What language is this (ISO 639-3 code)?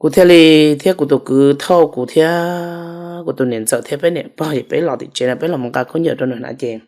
hmn